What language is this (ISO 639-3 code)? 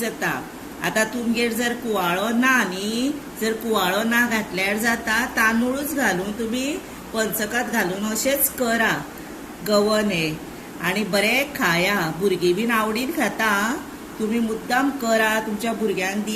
kok